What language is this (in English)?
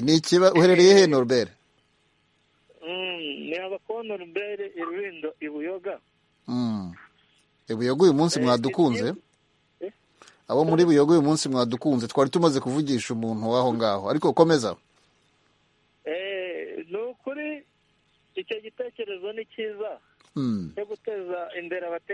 Kinyarwanda